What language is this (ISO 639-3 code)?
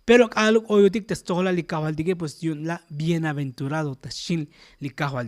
tzo